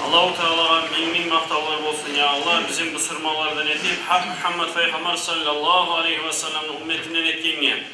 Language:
Kumyk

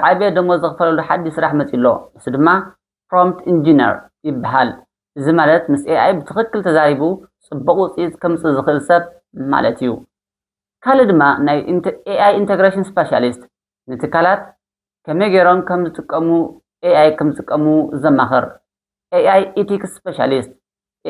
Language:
Tigrinya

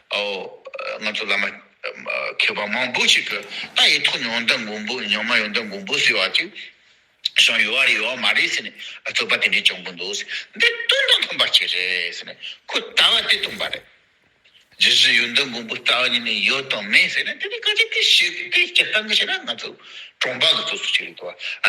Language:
Tibetan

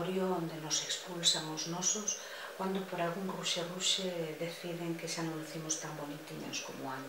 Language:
Galician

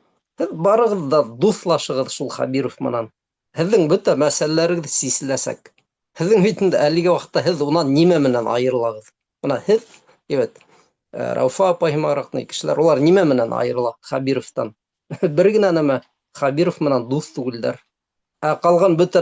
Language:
Bashkir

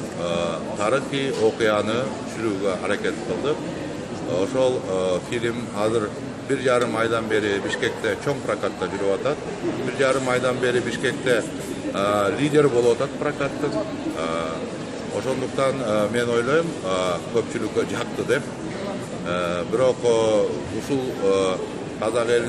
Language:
Kyrgyz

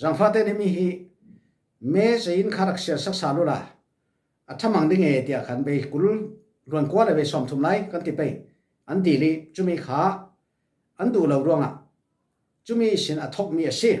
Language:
Falam Chin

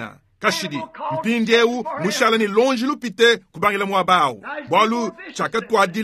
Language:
Luba-Lulua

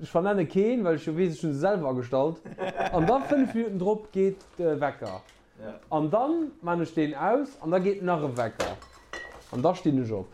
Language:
Luxembourgish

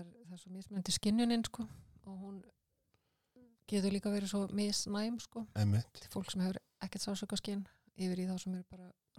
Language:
Icelandic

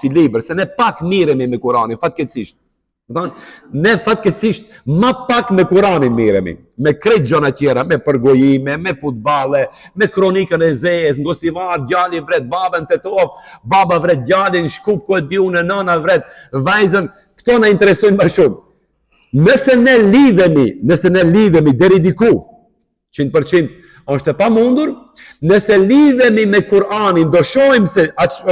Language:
Albanian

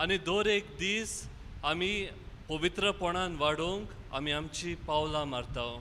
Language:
Konkani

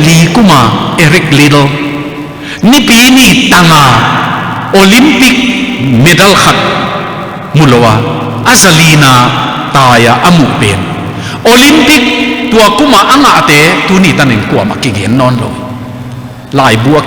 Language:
Tedim Chin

